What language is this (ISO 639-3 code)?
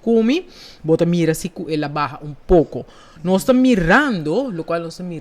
pap